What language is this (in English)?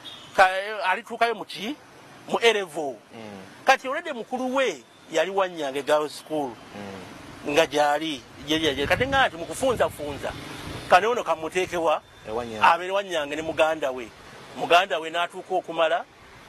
Ganda